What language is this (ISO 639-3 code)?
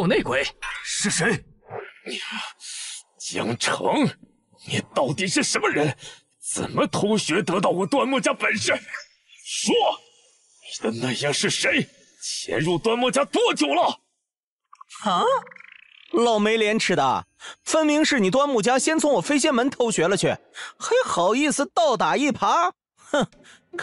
zho